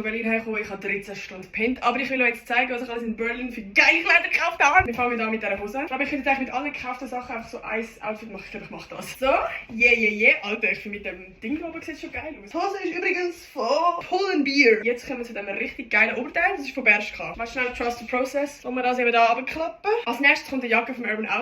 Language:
Swiss German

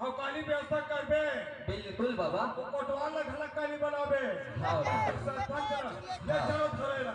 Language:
Chhattisgarhi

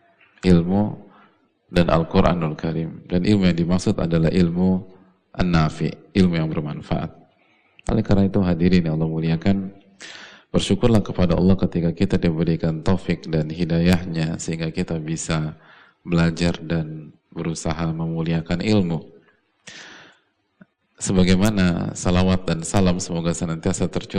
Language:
Indonesian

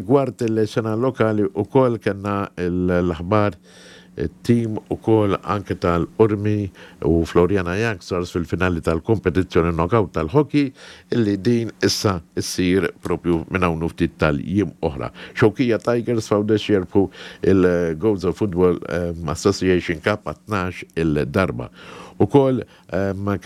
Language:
Maltese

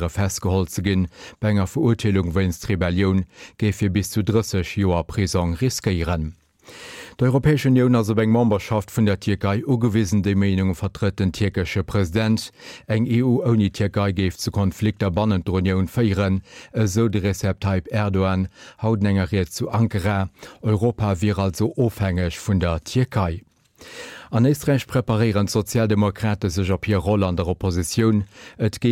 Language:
Luxembourgish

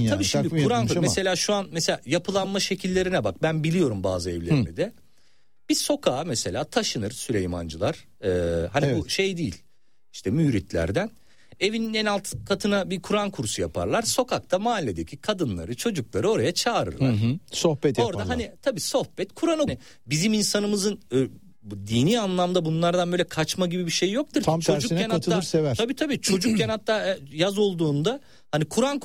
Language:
Turkish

